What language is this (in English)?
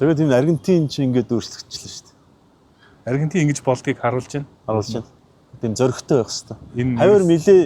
Mongolian